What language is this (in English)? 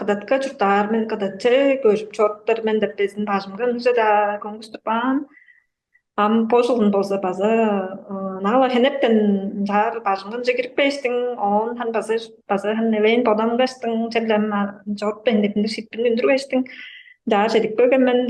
Tuvinian